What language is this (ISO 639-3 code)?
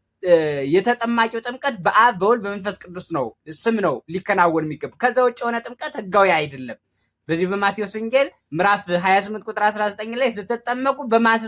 amh